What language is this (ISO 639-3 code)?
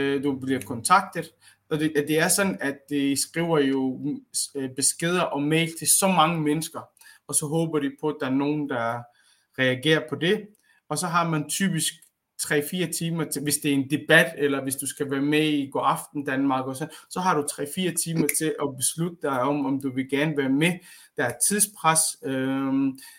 dan